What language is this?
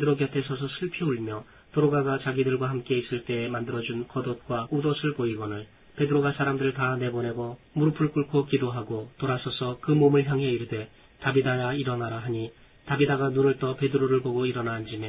Korean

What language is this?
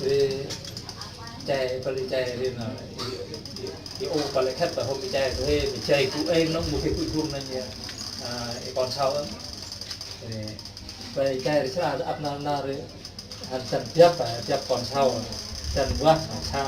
Central Mnong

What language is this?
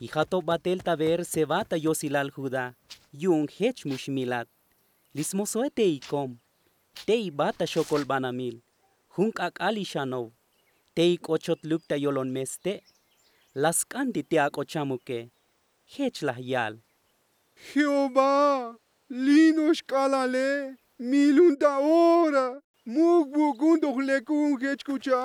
Tzotzil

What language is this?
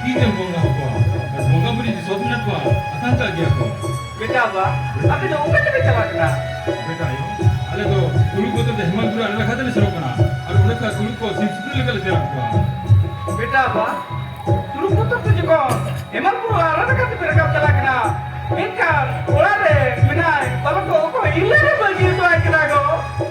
Santali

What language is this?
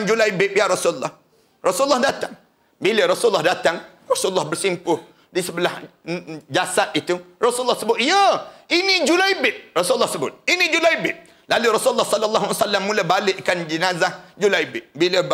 Malay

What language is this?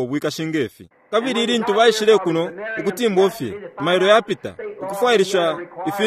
Bemba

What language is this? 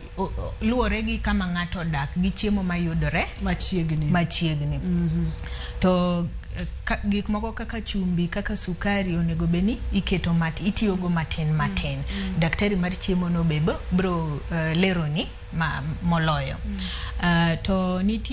Luo (Kenya and Tanzania)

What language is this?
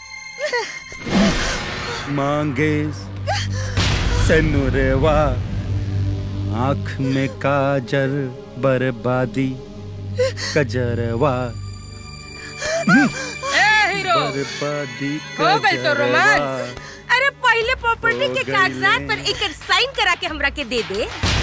Bhojpuri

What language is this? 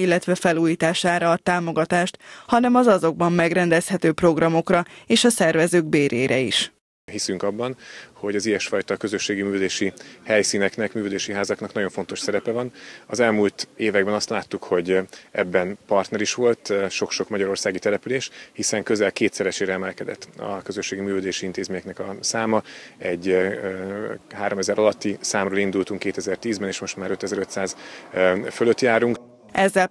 Hungarian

